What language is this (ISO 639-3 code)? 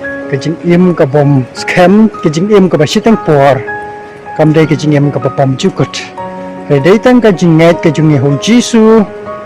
kha